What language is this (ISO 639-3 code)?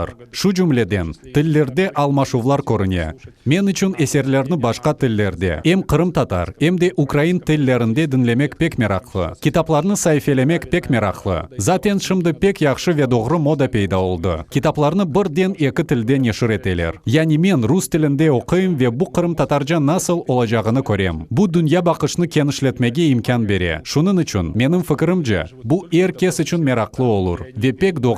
crh